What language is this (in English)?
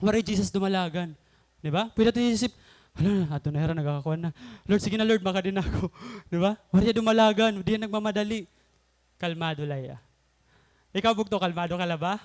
Waray